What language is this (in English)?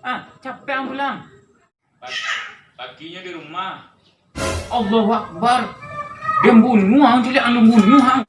Minangkabau